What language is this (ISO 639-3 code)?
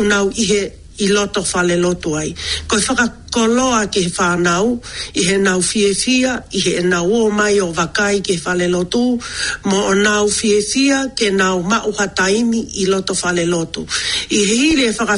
ton